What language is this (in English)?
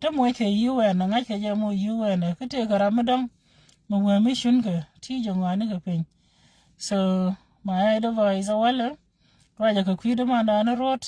Nuer